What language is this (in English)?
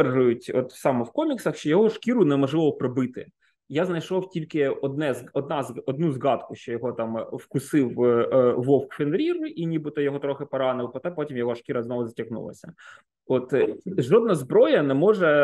Ukrainian